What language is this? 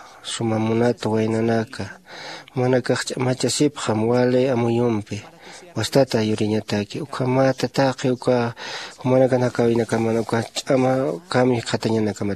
Aymara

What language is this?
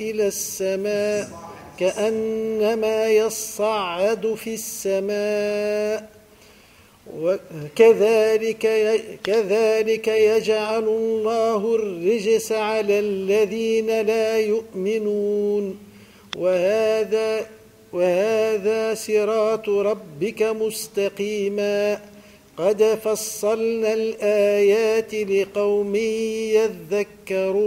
Arabic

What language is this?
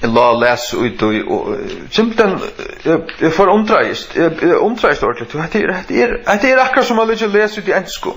Faroese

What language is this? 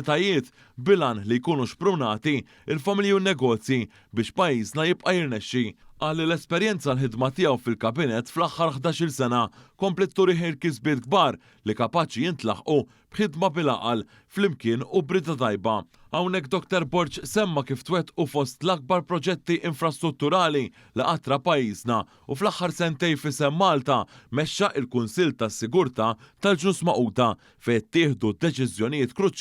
Maltese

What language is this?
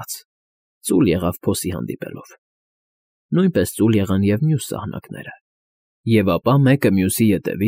Armenian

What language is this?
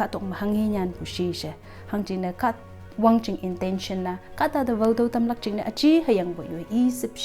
Konyak Naga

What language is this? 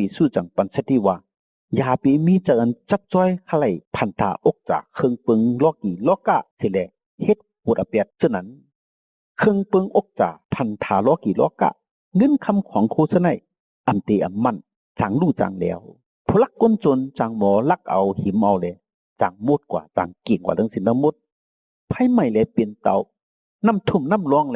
Shan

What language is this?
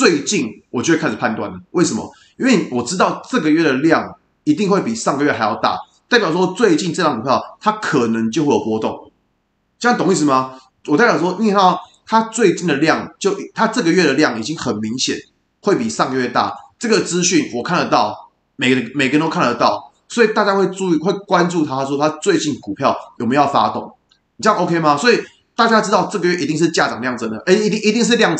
Chinese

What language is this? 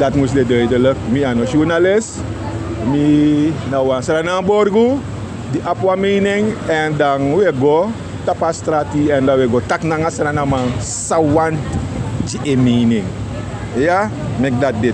Sranan Tongo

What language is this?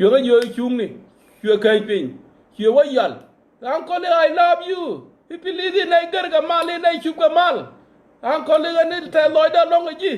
Nuer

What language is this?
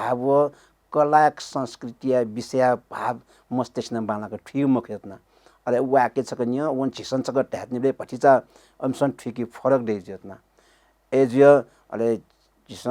Newari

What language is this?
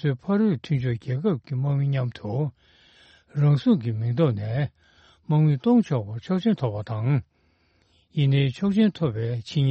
Tibetan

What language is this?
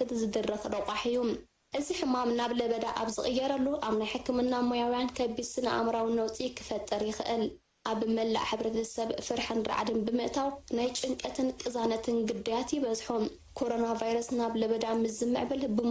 Tigrinya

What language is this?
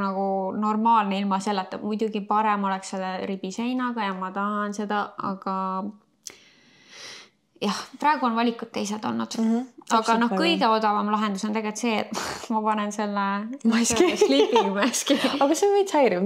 Estonian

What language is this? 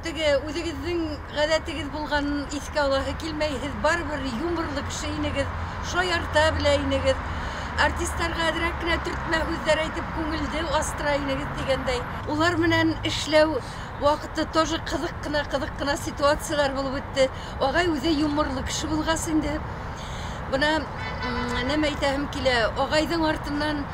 Bashkir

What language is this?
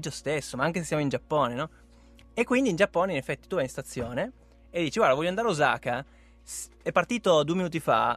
Italian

